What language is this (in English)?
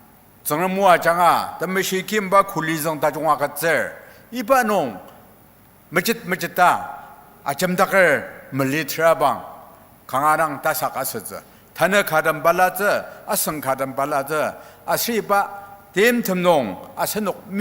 Ao Naga